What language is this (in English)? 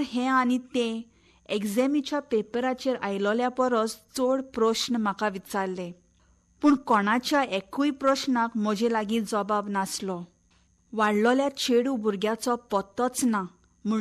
Konkani